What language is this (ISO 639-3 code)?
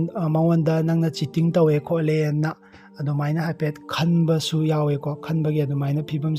mni